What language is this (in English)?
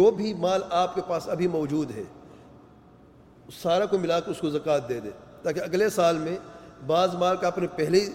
Urdu